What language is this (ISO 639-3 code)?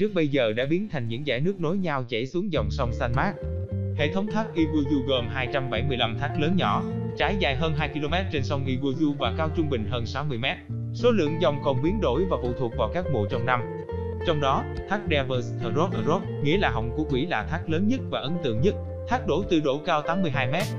vie